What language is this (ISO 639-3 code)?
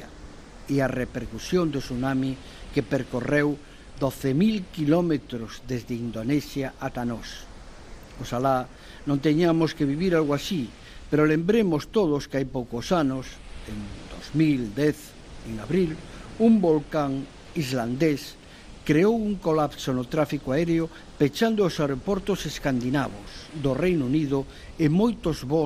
glg